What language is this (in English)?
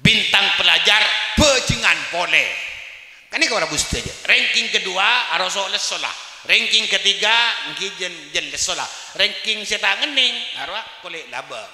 Madurese